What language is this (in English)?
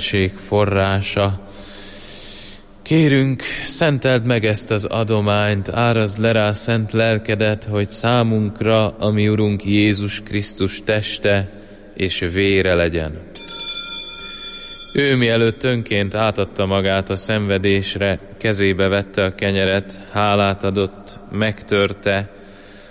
Hungarian